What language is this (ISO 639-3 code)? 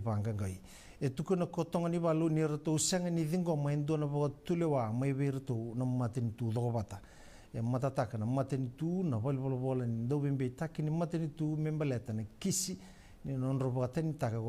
fij